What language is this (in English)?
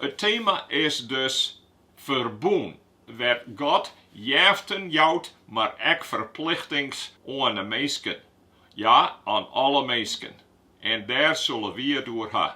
Western Frisian